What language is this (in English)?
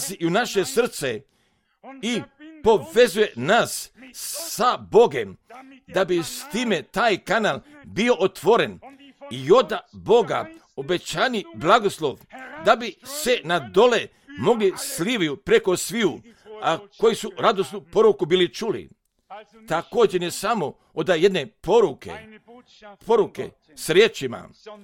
Croatian